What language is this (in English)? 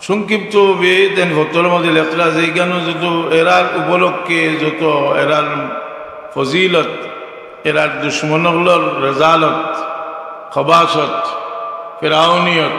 Sylheti